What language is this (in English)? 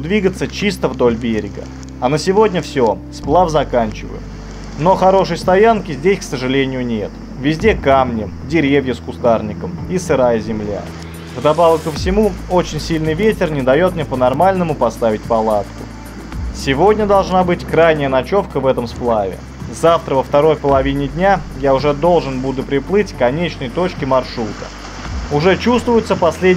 Russian